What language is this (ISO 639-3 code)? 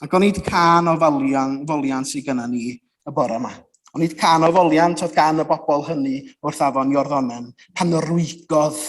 cym